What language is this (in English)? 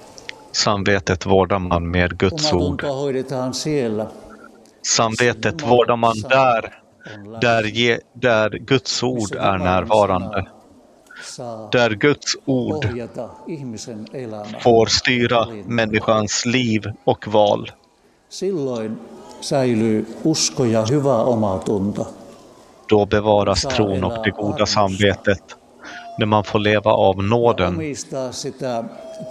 Swedish